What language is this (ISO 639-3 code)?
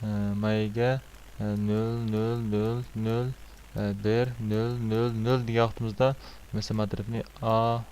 uig